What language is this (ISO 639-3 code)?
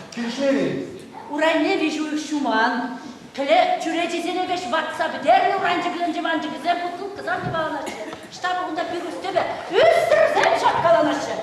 chv